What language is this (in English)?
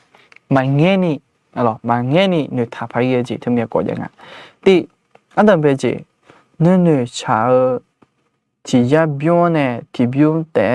Akha